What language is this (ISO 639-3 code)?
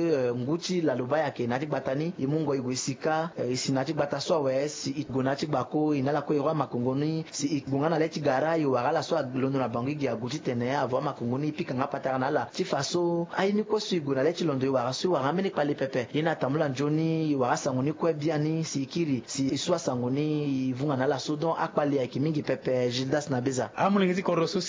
sag